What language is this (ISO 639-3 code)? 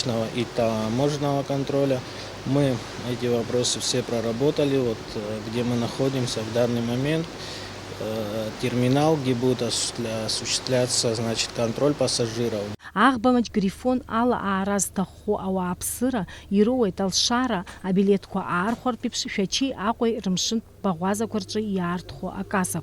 abk